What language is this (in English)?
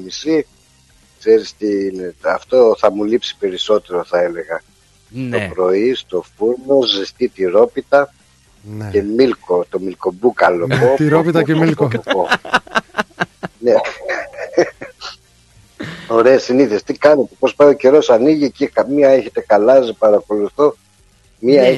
Greek